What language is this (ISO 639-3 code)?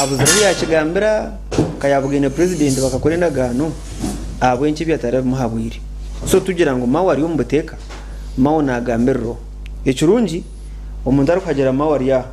nyn